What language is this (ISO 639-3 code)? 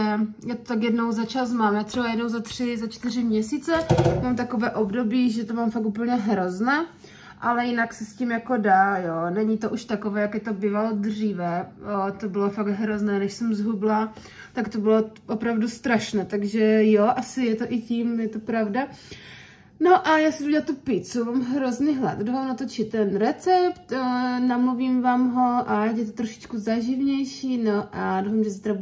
ces